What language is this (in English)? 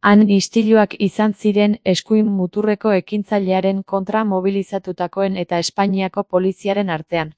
Basque